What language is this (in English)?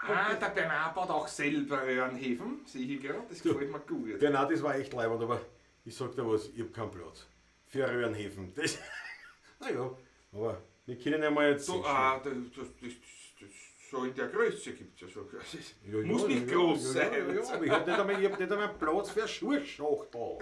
Bavarian